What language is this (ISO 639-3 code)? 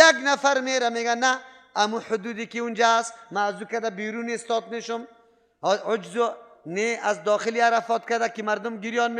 fas